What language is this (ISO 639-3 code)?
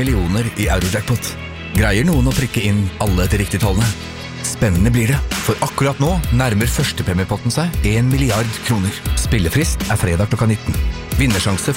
nor